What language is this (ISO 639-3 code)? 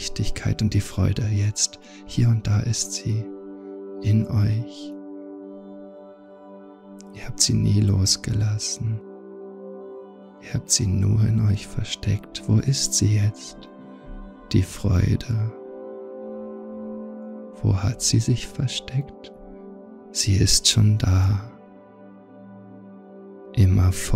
deu